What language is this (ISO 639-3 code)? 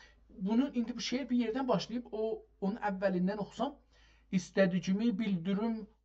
azb